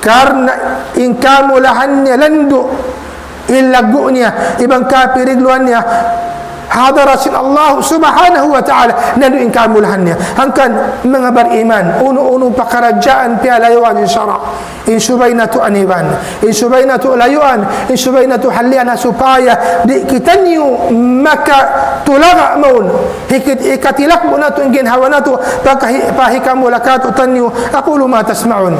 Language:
Tausug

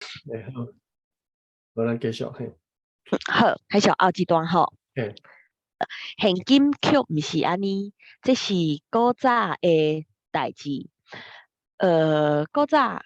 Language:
Min Nan Chinese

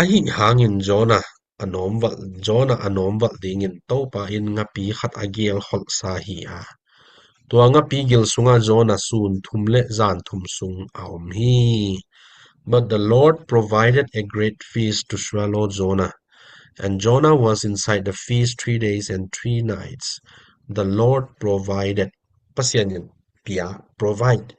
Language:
Tedim Chin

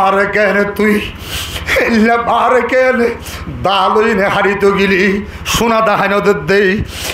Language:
Rohingya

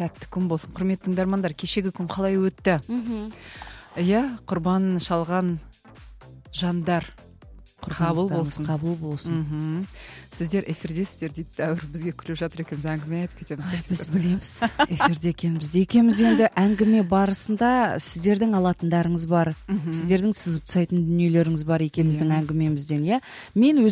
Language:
Kazakh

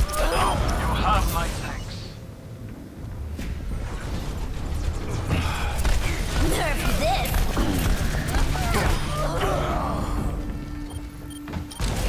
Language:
English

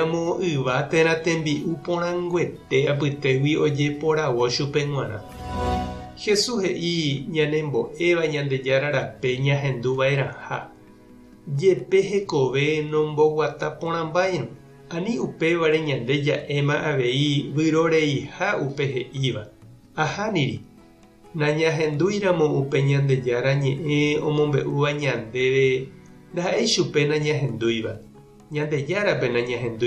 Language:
Guarani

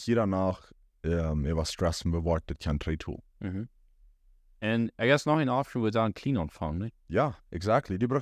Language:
Plautdietsch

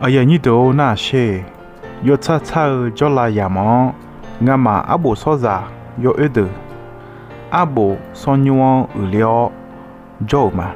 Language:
Akha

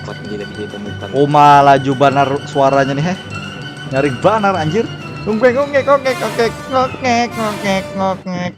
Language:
Banjar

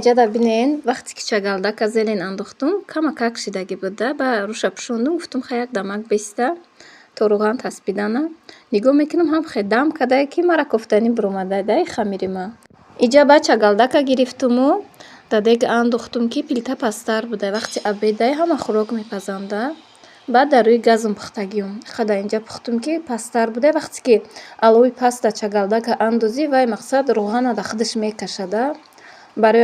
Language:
Tajik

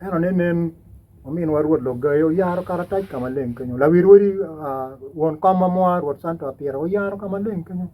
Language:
Acoli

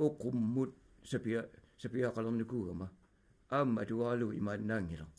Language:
Kalaallisut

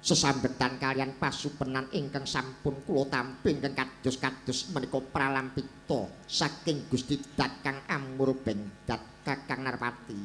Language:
Javanese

